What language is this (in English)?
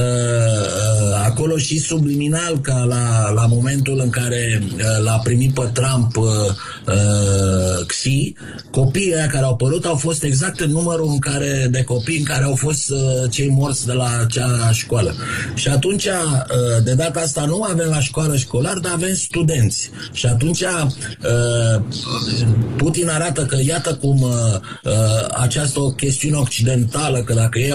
Romanian